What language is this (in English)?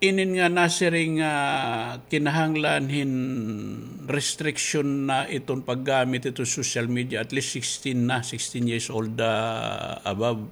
Waray